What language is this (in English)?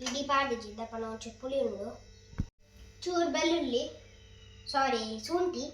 Tulu